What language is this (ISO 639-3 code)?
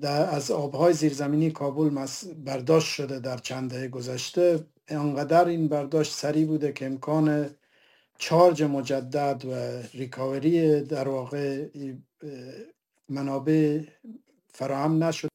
fas